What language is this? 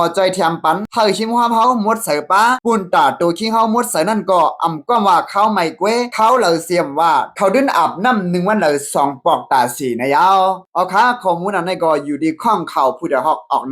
Lao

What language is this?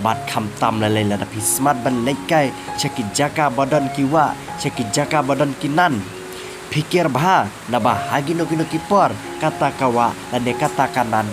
Khasi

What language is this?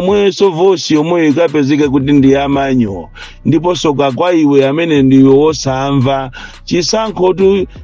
Nyanja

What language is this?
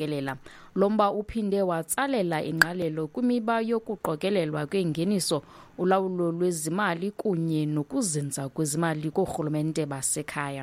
Xhosa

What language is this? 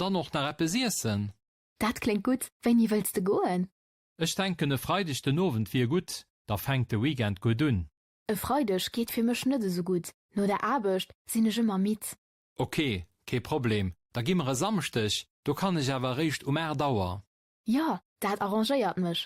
Luxembourgish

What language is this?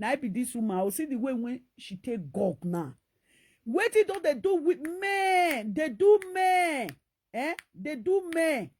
Nigerian Pidgin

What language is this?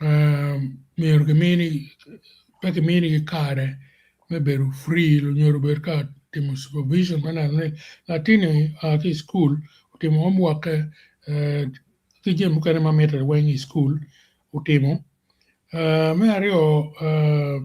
Acoli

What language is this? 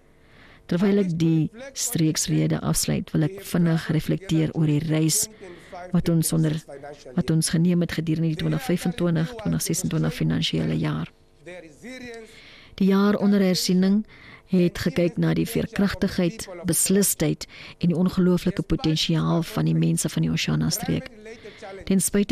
Afrikaans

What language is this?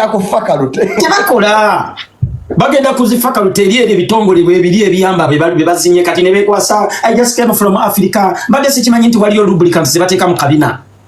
Ganda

